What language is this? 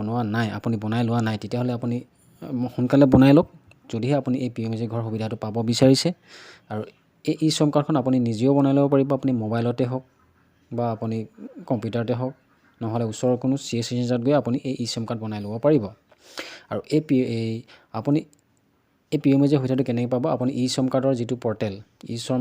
Assamese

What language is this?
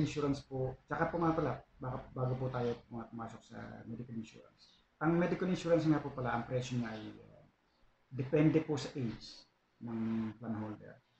Filipino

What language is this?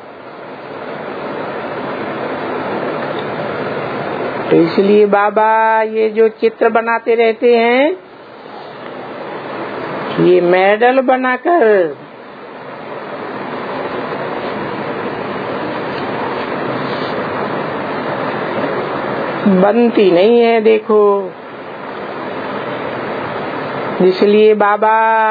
Hindi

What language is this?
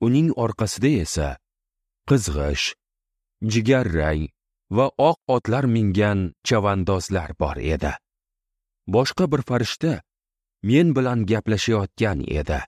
Uzbek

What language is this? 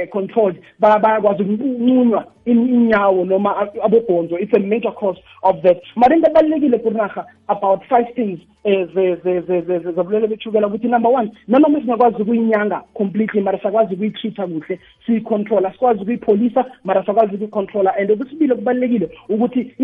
South Ndebele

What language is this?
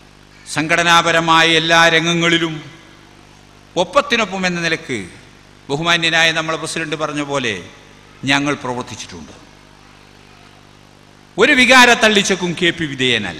Malayalam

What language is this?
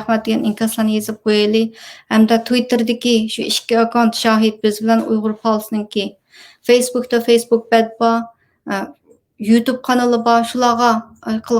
Uyghur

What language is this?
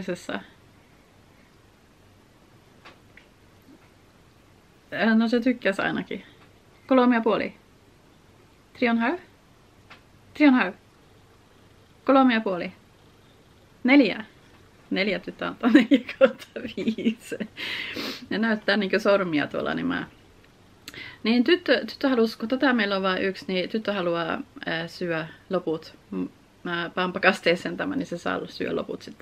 Finnish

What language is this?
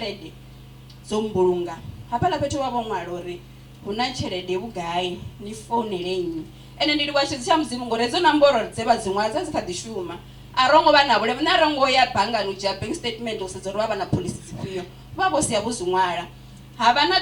Venda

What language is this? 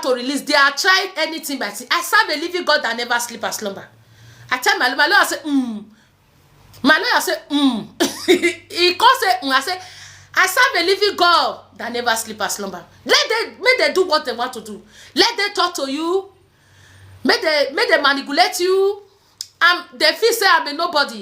Nigerian Pidgin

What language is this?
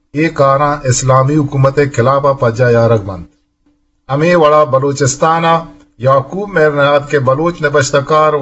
Eastern Balochi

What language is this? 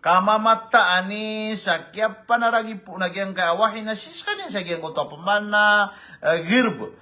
Maranao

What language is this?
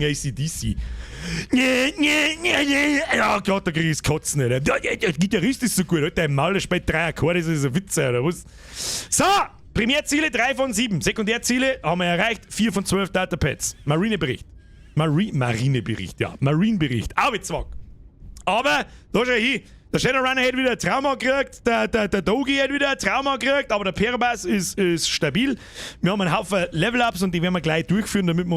Bavarian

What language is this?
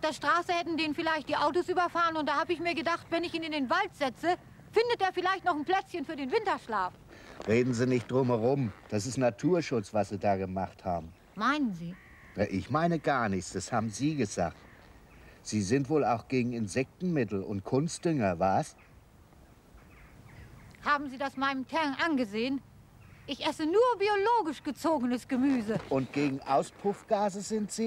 German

